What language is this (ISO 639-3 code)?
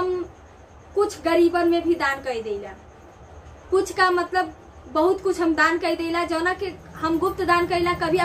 bho